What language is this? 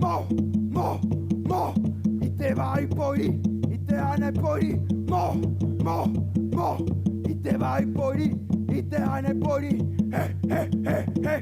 Tahitian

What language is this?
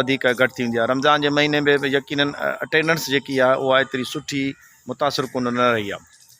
Sindhi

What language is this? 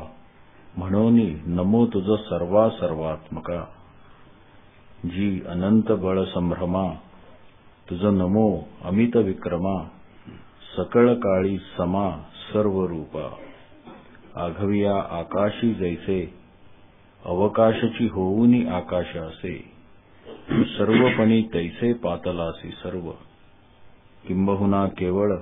Marathi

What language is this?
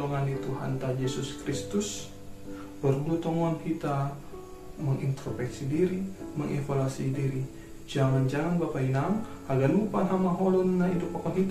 Batak Simalungun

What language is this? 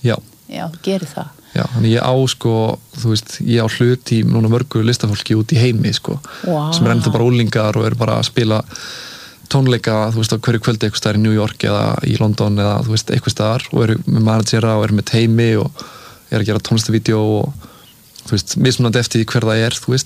Icelandic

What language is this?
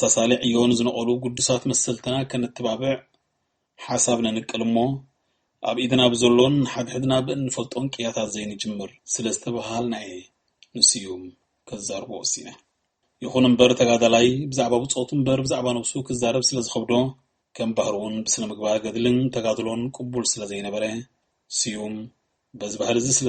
Tigrinya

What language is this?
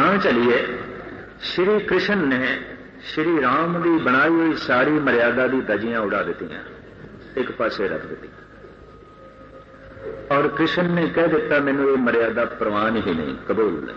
Punjabi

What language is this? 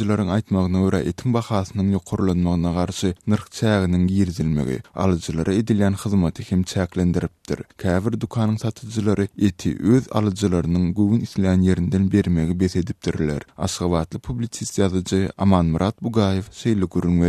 Turkmen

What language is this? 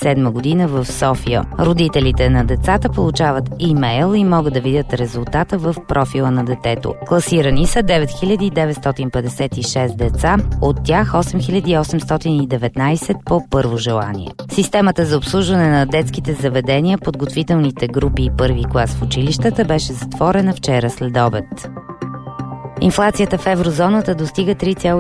Bulgarian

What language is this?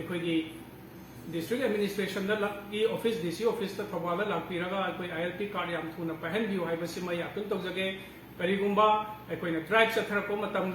Manipuri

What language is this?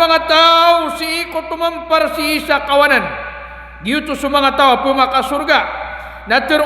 Maranao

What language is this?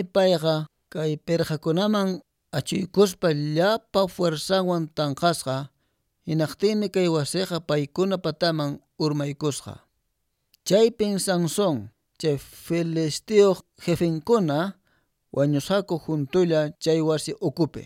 Quechua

